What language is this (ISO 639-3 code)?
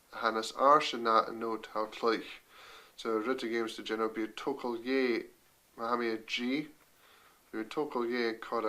gla